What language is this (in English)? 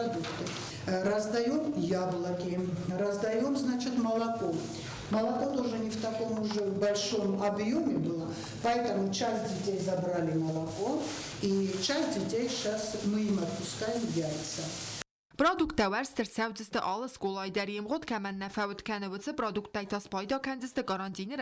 Ossetic